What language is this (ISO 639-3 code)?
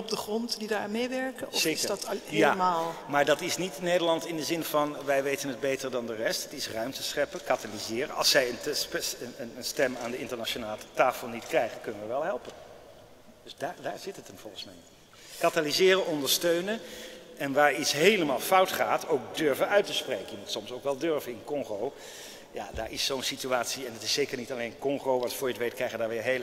nld